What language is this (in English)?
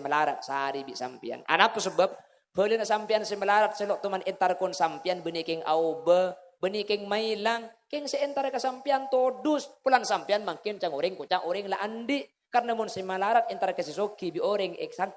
Madurese